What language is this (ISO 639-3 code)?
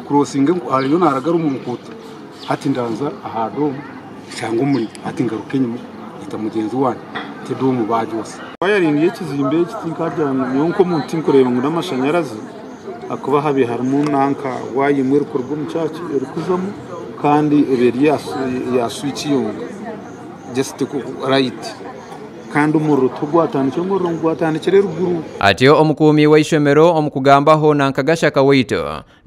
nyn